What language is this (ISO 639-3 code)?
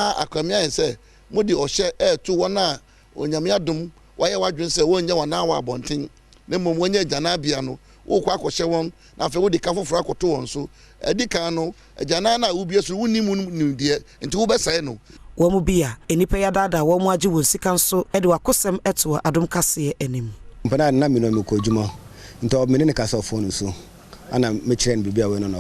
aka